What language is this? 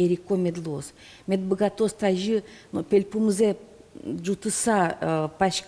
Udmurt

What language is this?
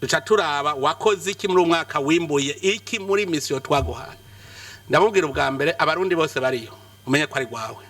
Rundi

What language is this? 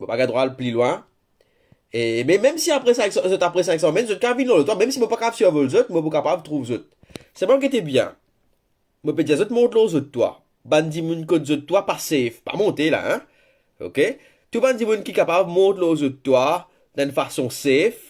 Morisyen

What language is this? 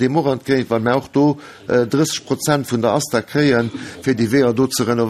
Luxembourgish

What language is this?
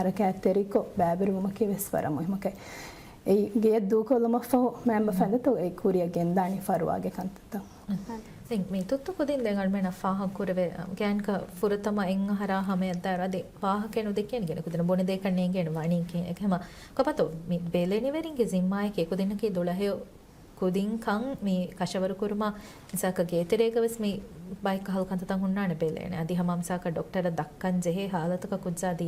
Divehi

